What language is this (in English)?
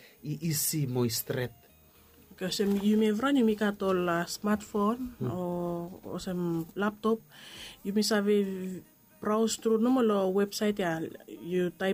Bislama